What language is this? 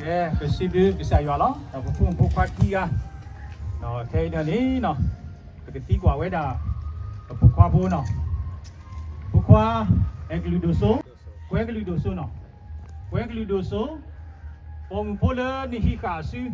S'gaw Karen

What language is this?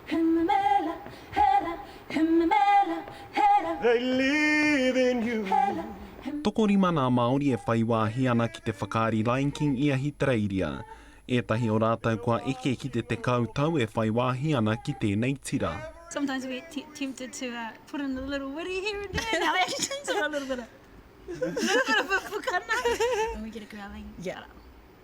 Māori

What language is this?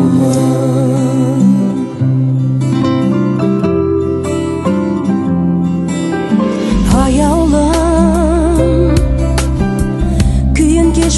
Kazakh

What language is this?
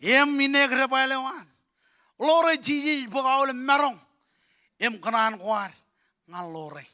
Marshallese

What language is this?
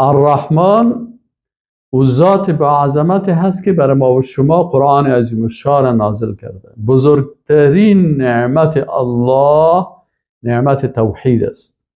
Persian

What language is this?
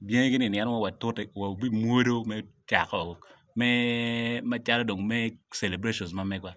Acoli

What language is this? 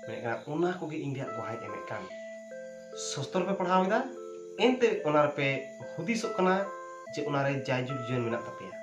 Santali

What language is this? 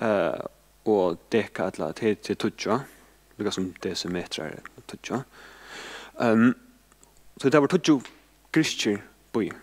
Faroese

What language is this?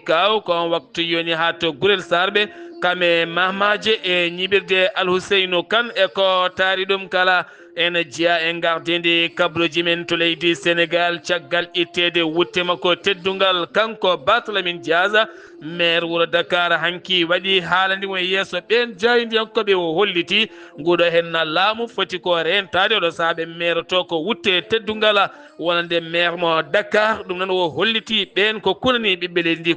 Fula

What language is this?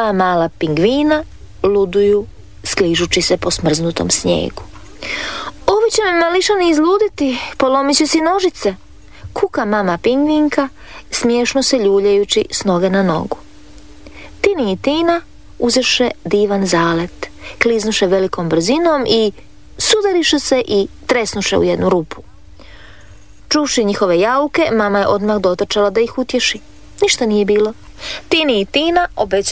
Croatian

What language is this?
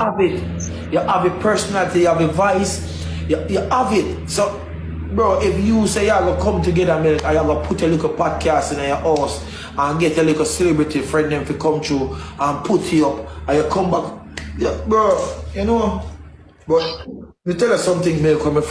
Jamaican Creole English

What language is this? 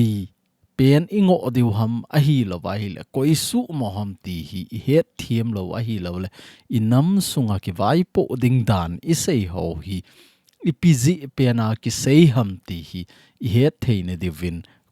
Thado Chin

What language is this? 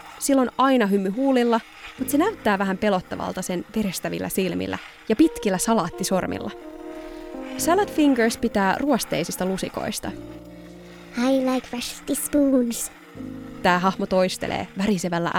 Finnish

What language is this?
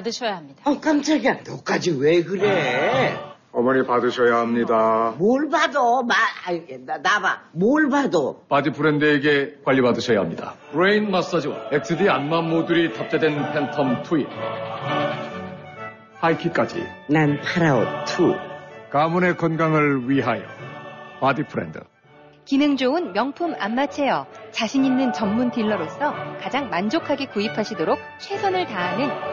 Korean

